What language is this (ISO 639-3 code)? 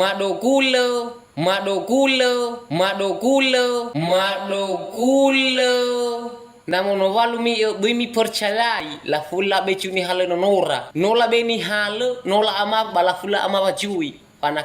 nia